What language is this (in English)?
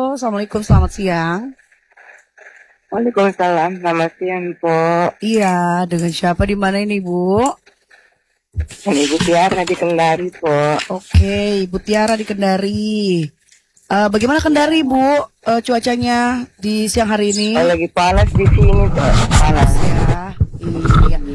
Indonesian